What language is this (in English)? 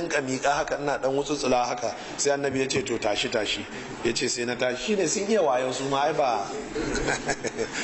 Hausa